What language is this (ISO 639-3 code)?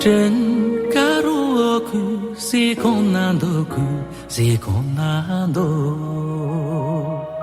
bod